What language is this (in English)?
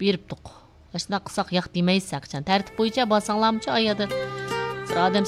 Uyghur